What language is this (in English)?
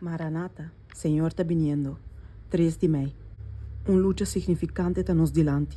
Papiamento